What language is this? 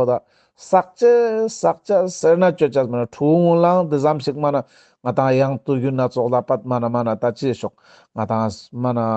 Ladakhi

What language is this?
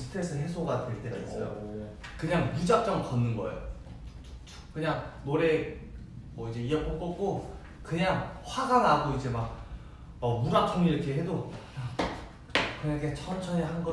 Korean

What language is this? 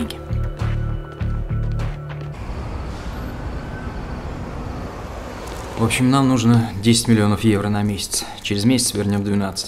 Russian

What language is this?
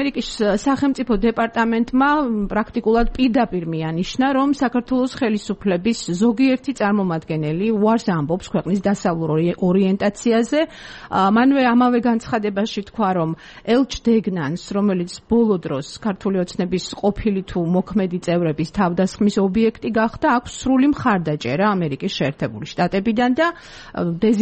Georgian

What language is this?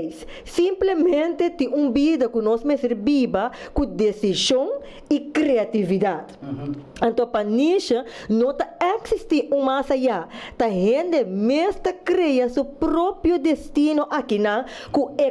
Papiamento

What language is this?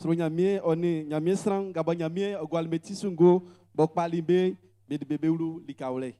Baoulé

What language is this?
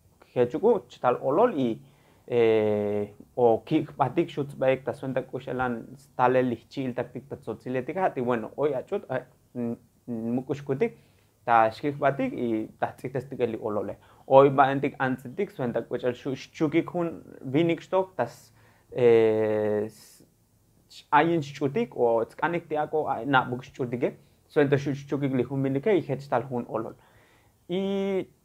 Tzotzil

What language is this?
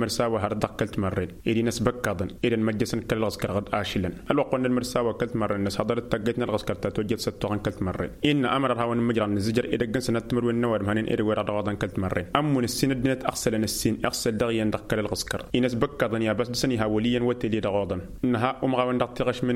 Tamasheq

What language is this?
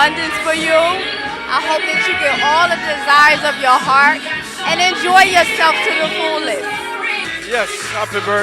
Jamaican Creole English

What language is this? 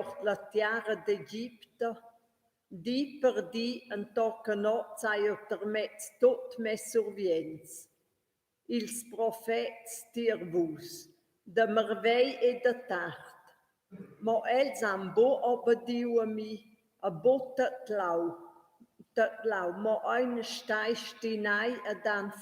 Romansh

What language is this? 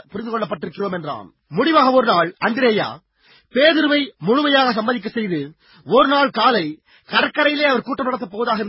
Tamil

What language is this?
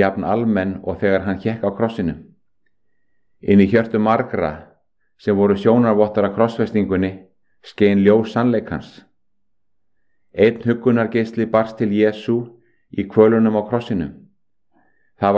Icelandic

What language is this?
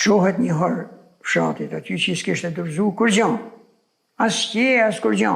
Albanian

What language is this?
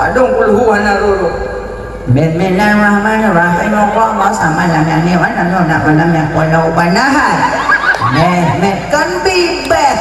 Achinese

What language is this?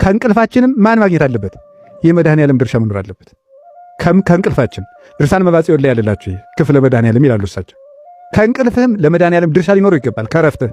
Amharic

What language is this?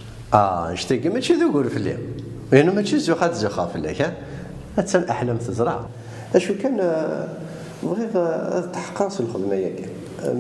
Kabyle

